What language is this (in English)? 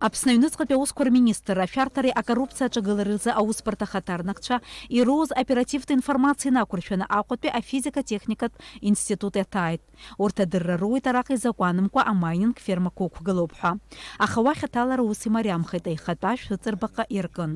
Abkhazian